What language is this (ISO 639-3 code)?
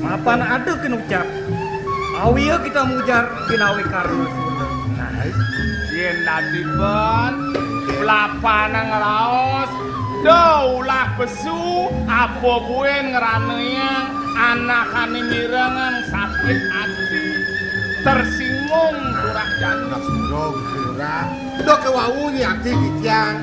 ban